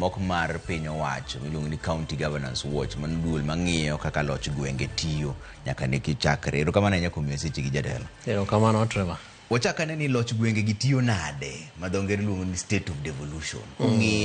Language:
Luo (Kenya and Tanzania)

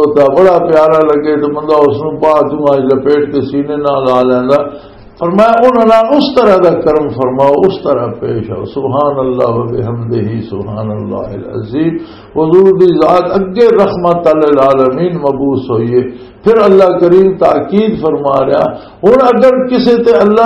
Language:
Western Panjabi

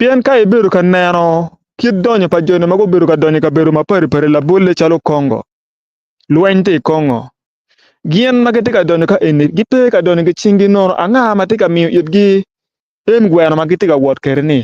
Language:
Acoli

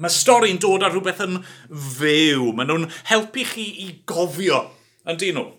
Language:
Welsh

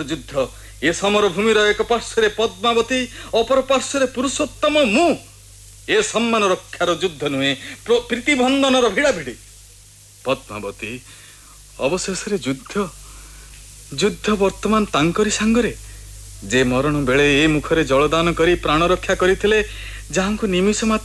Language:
Odia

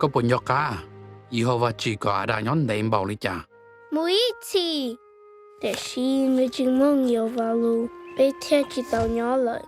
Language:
Hmong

